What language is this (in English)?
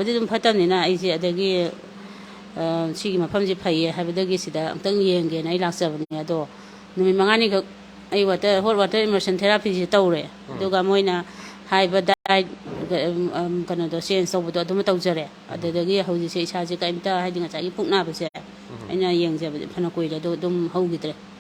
Manipuri